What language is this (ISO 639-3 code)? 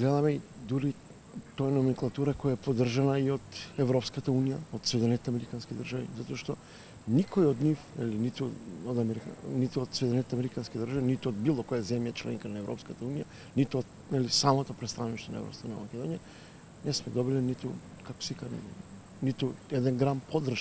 mkd